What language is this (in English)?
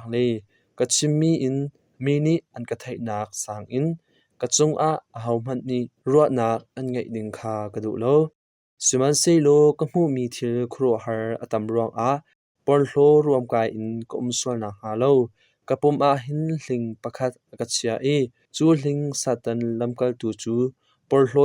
Hakha Chin